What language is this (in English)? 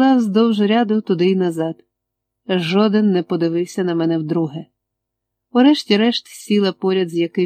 Ukrainian